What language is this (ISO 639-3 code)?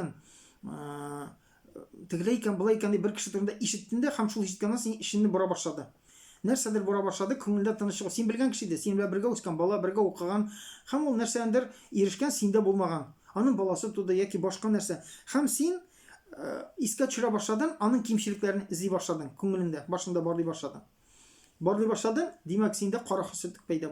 tat